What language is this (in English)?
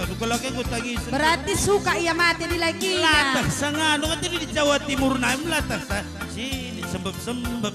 Batak Karo